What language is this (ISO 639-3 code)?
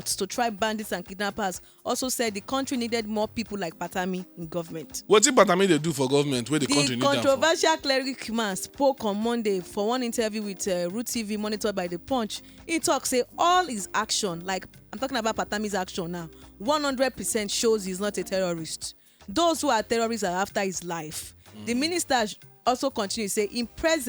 pcm